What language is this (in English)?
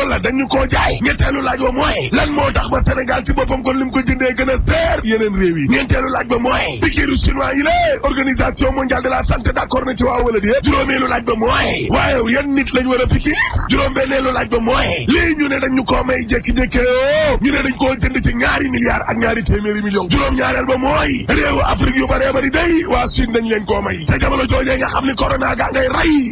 Wolof